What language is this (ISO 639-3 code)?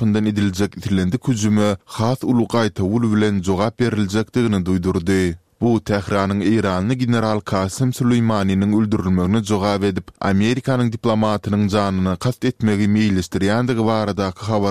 tuk